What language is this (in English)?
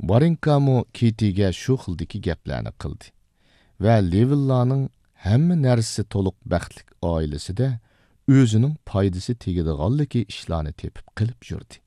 Uyghur